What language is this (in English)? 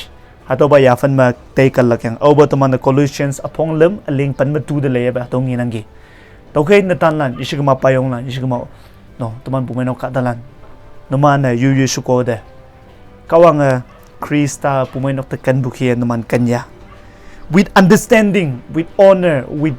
Konyak Naga